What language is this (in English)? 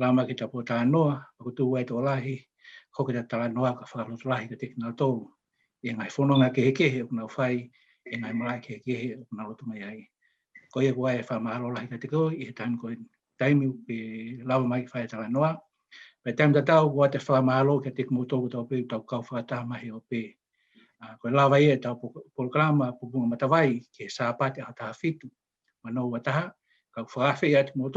Tongan